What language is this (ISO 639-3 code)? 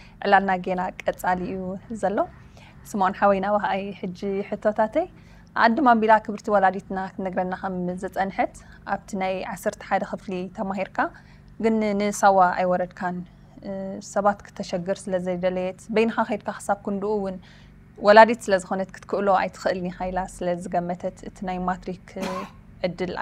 tir